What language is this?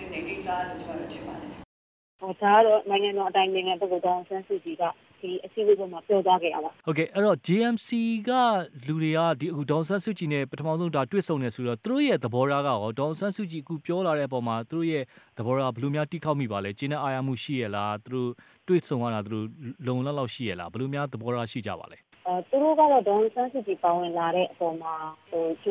Burmese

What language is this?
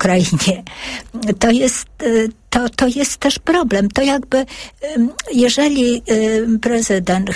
Polish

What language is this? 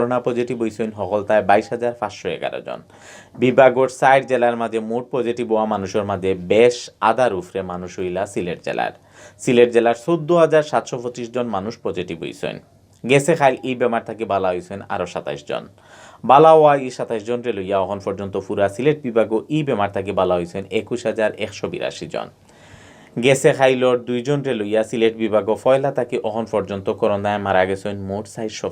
Sylheti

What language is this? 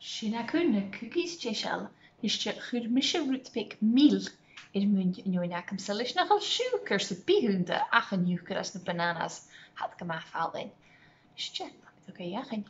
Scottish Gaelic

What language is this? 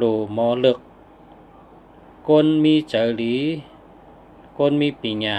Shan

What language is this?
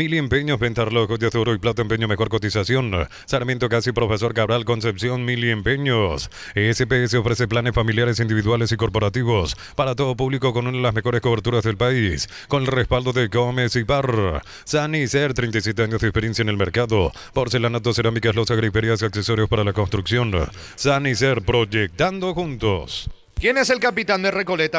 Spanish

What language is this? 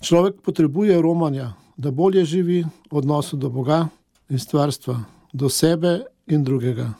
Slovenian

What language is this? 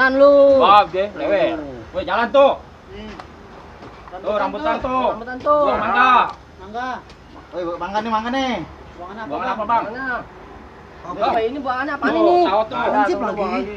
Betawi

